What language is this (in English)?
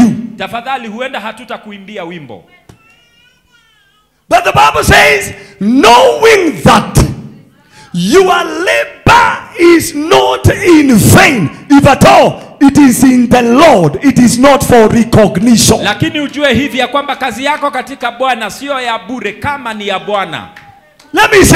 Swahili